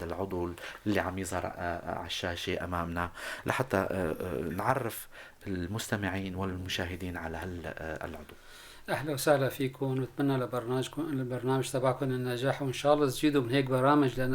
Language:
North Levantine Arabic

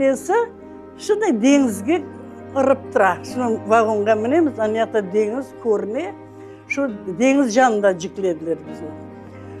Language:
Crimean Tatar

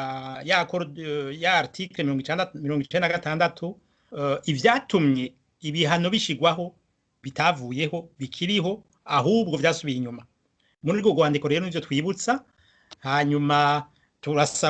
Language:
Rundi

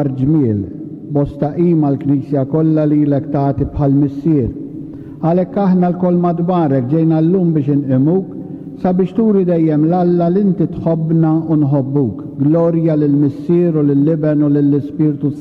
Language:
Maltese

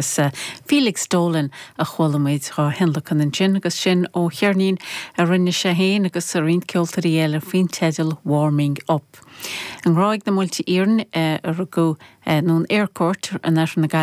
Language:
Irish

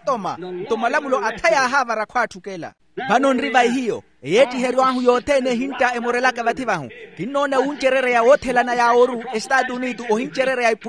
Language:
Makhuwa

